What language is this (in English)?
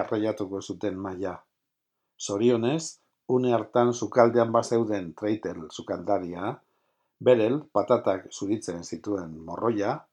Basque